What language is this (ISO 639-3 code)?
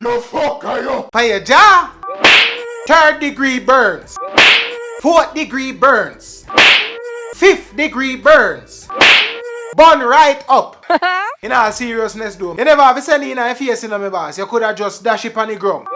jam